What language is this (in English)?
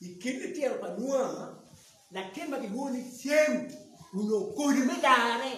Acoli